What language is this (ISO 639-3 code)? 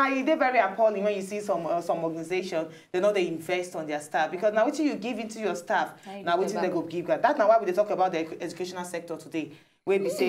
pcm